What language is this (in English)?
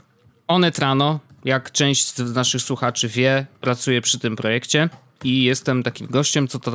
Polish